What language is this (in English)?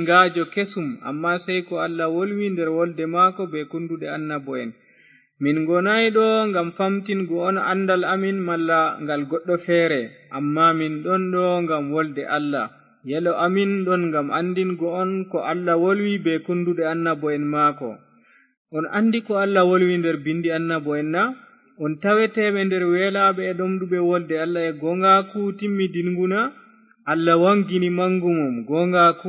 Fula